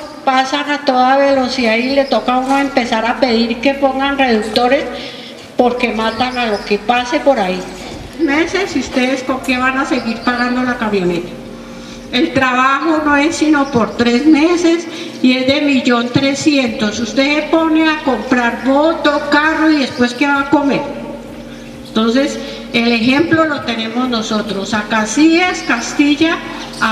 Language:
Spanish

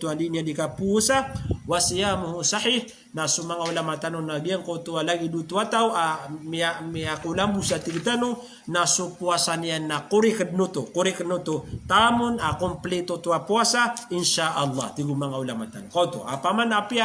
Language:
Maranao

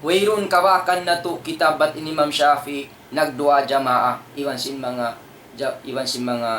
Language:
Tausug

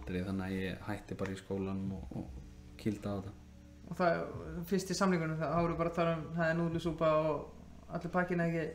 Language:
Icelandic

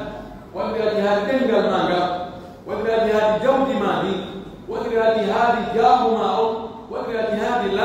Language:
Pular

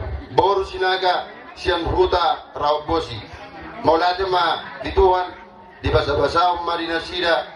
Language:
Batak Toba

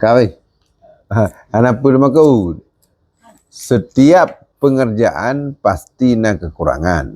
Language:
Achinese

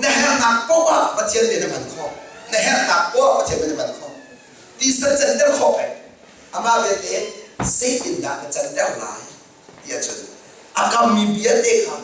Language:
Hakha Chin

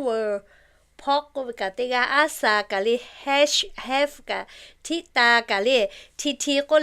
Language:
Lahu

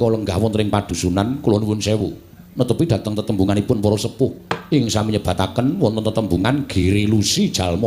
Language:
Javanese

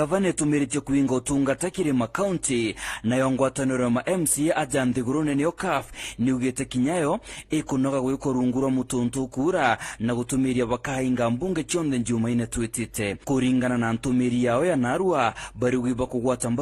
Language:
Meru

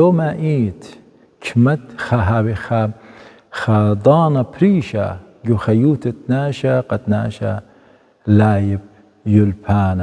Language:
Assyrian Neo-Aramaic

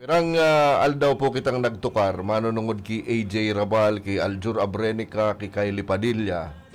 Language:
Bikol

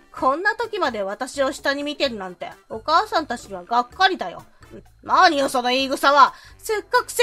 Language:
Japanese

